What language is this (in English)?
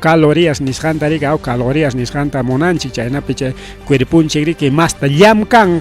Ayacucho Quechua